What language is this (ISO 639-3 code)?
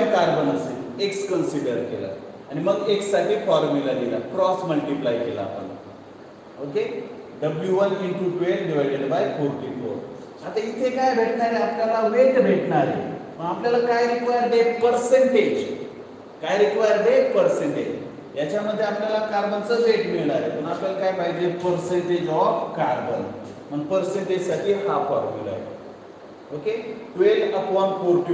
mar